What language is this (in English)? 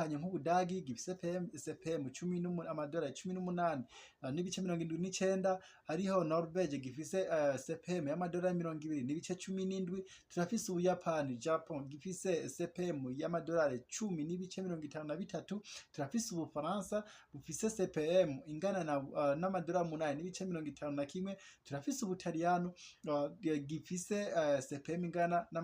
Rundi